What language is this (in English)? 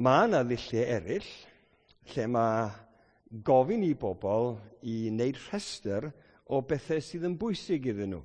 Welsh